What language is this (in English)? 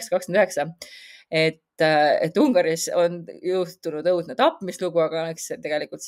Estonian